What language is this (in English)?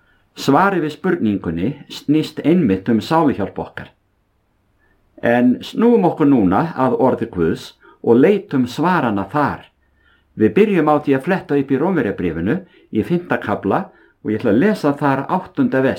Icelandic